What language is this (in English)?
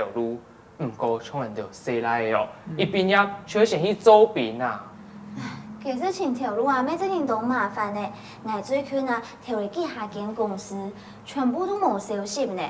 Hakka Chinese